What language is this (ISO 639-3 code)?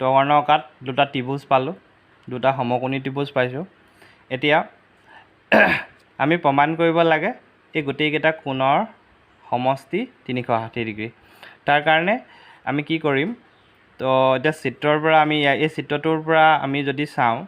asm